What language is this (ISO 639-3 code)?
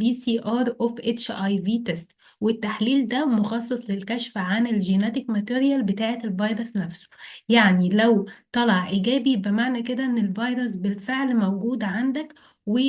arz